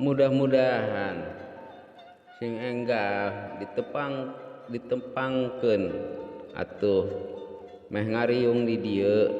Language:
Sundanese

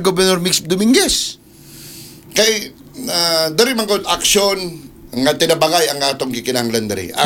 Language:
Cebuano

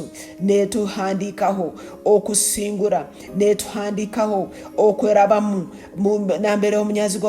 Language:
Tooro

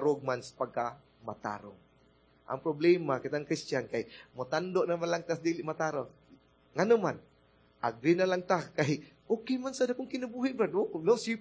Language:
Cebuano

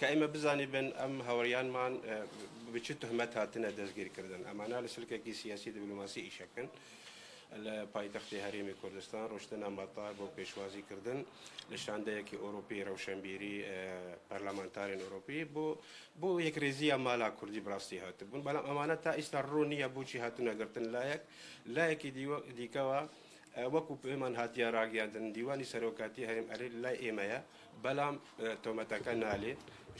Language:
Kurdish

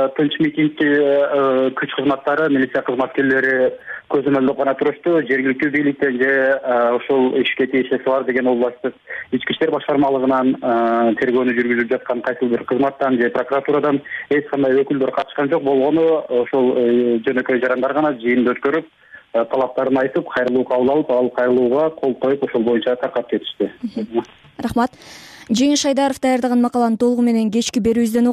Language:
Kyrgyz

